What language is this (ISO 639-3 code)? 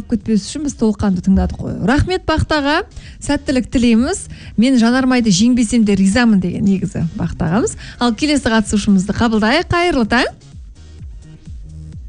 kaz